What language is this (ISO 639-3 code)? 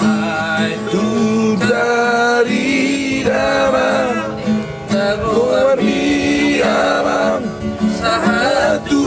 bbc